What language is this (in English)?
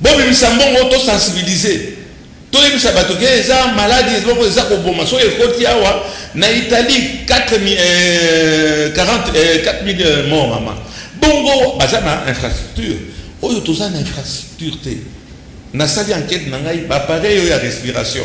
Lingala